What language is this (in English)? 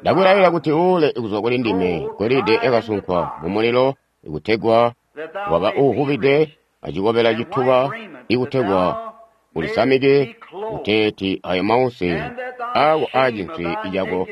Tonga (Zambia)